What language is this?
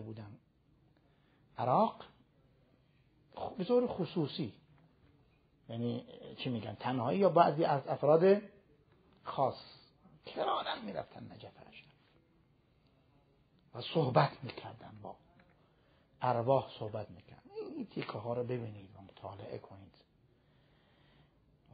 Persian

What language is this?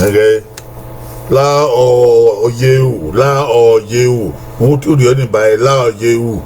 Bini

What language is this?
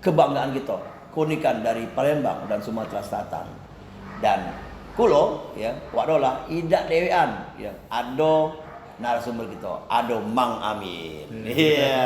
Musi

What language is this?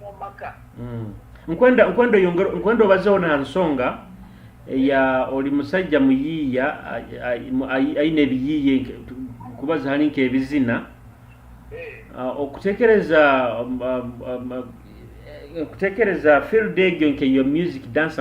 Nyoro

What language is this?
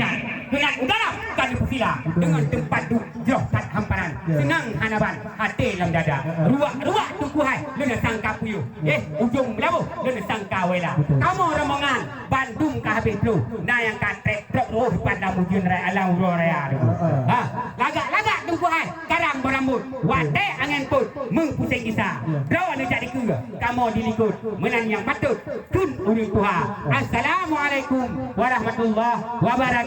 Achinese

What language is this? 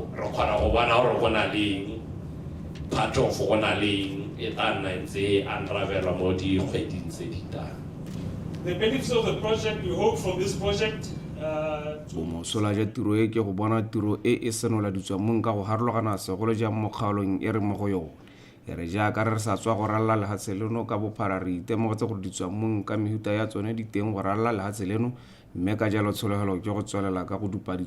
Tswana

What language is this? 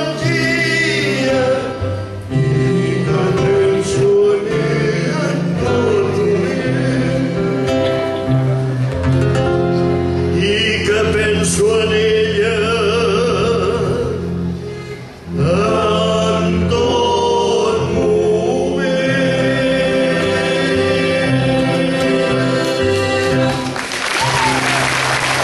Catalan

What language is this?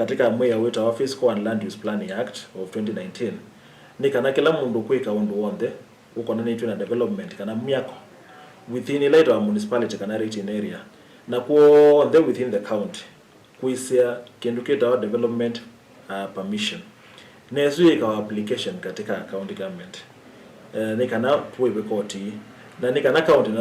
Kamba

